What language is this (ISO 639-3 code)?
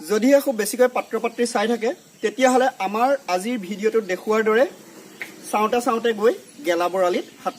asm